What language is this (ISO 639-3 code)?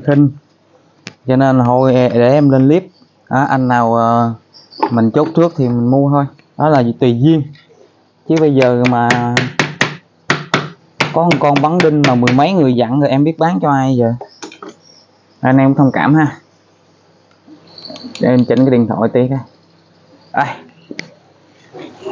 vie